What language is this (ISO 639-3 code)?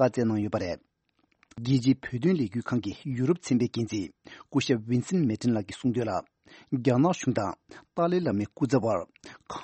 bod